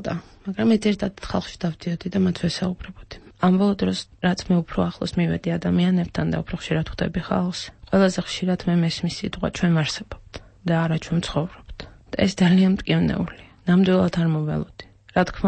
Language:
Georgian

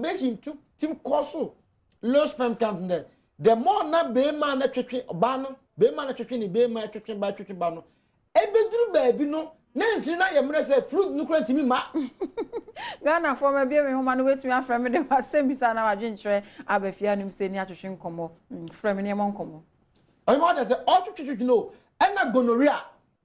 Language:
Akan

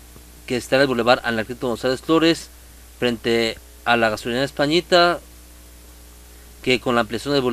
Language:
Spanish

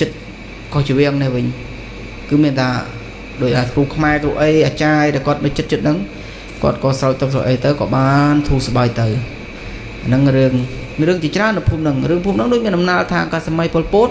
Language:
Khmer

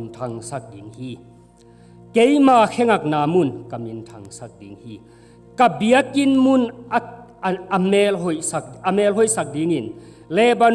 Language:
Tedim Chin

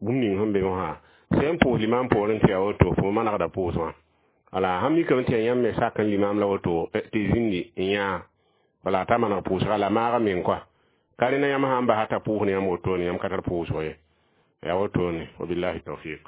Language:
Mossi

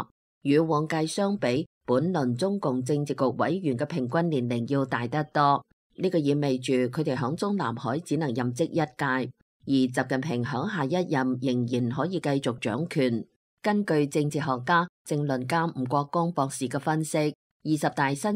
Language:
Cantonese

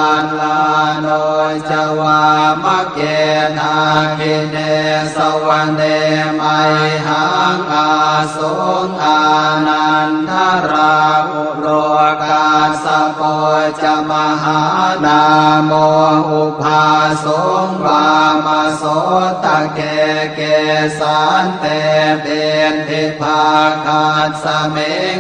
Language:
Pali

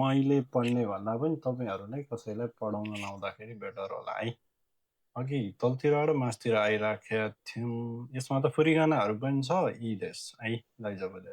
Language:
Nepali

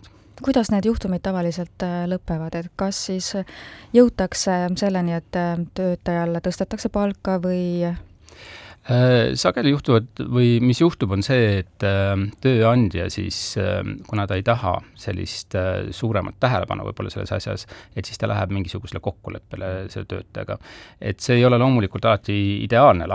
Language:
Estonian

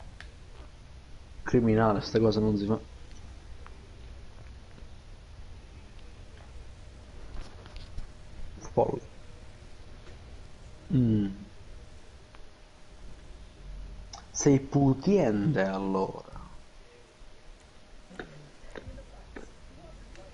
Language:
Italian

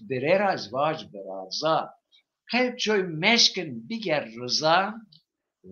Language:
Zaza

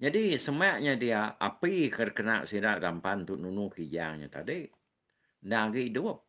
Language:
Iban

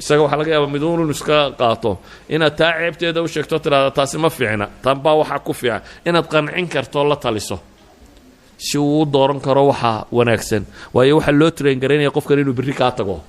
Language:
Somali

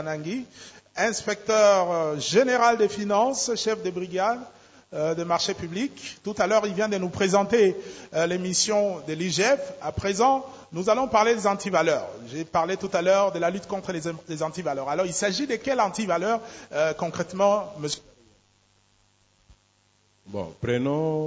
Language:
French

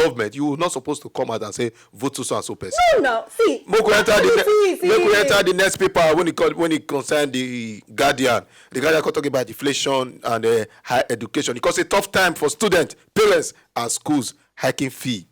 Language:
Nigerian Pidgin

